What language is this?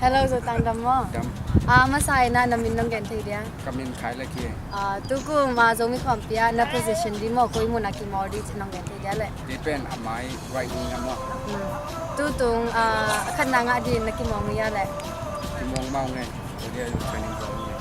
Tedim Chin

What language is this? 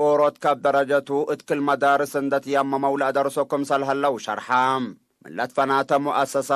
Tigre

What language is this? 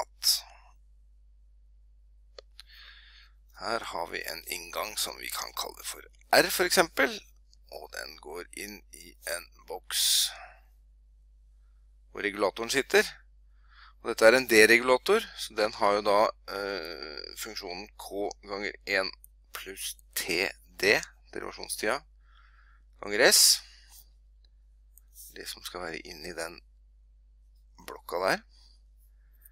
Norwegian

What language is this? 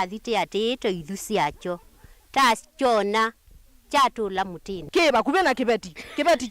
Kamba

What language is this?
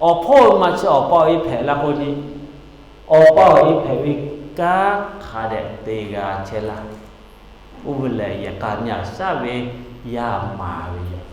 Lahu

